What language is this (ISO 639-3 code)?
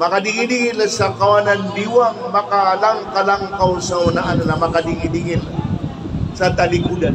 mrw